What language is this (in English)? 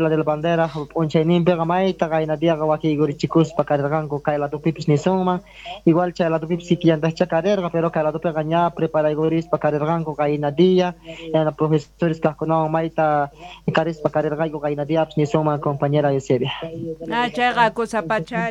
South Bolivian Quechua